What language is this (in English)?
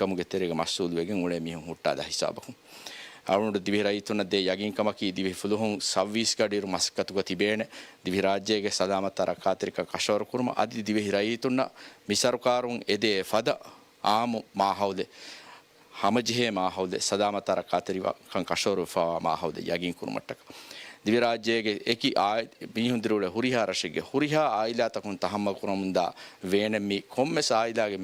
Divehi